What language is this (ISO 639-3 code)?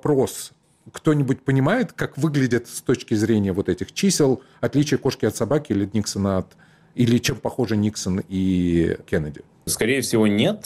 rus